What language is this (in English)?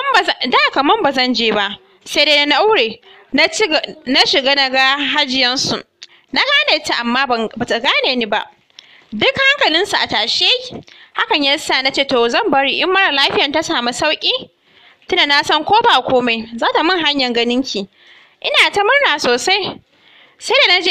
Hausa